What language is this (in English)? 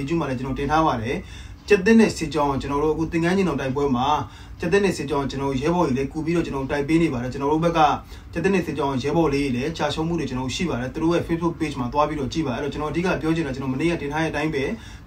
Burmese